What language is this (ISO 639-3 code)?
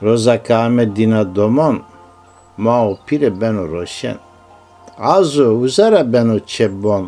zza